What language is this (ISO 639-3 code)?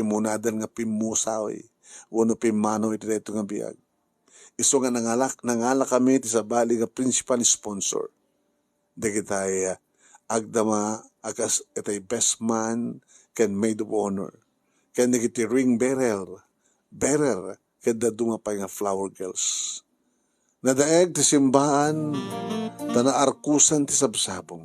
ilo